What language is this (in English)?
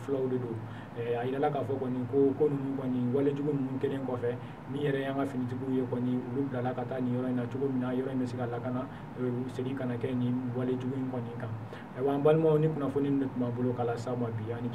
Bambara